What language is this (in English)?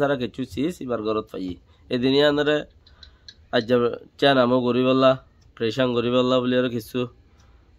Rohingya